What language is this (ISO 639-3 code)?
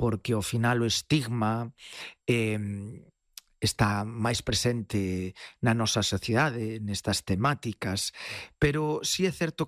glg